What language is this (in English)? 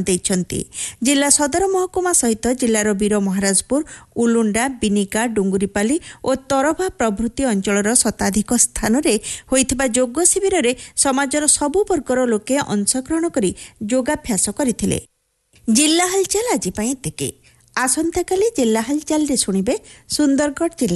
Odia